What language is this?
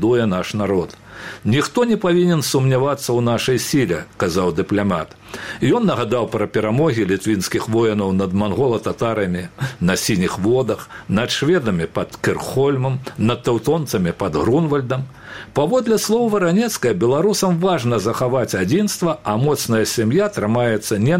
Belarusian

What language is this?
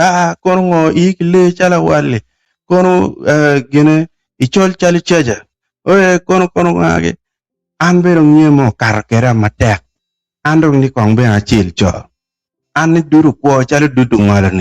Acoli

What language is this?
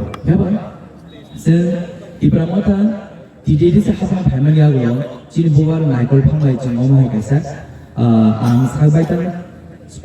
Kok Borok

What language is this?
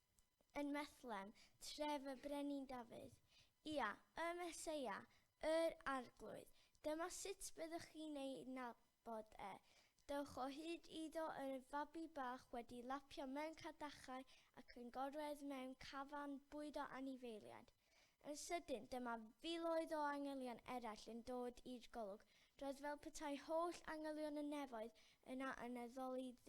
Welsh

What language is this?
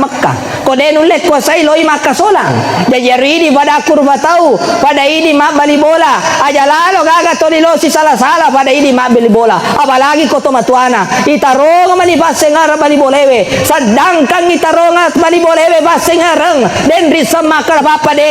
Buginese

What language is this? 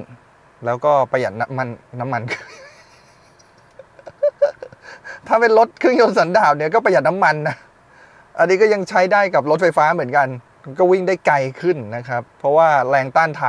Thai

